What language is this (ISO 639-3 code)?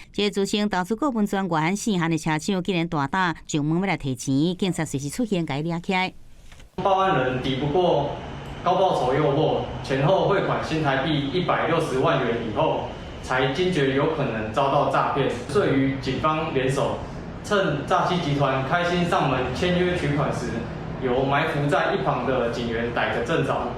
nan